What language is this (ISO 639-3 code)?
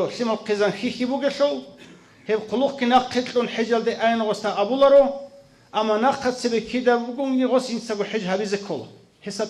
ava